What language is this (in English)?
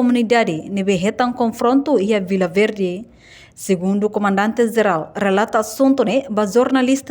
Tetum